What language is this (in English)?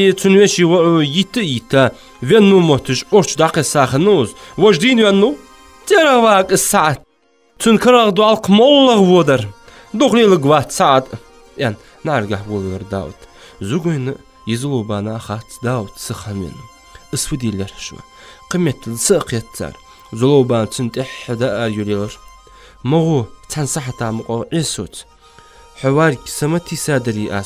Ingush